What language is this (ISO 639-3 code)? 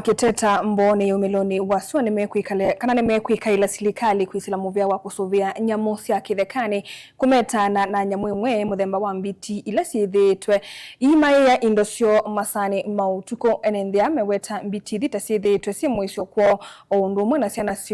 kam